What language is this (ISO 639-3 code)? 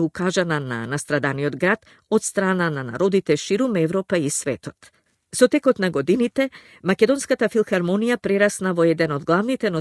mkd